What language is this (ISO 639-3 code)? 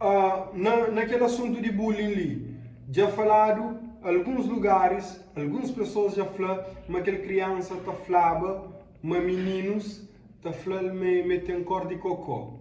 kea